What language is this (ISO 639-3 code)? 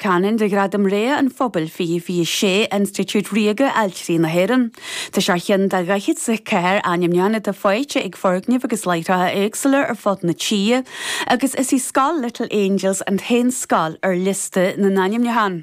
gle